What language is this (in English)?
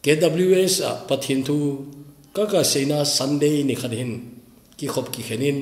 Thado Chin